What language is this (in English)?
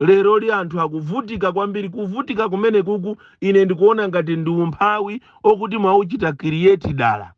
Nyanja